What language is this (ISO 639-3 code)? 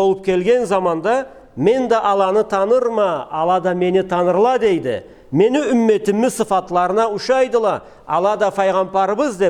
krc